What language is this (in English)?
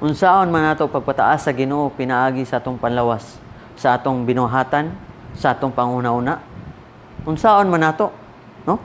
Cebuano